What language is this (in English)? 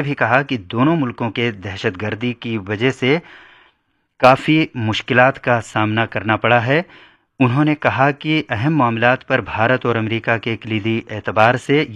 Urdu